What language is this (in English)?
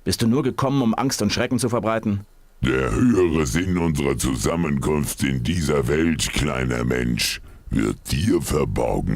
Bavarian